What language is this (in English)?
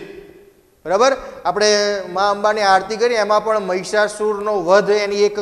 Gujarati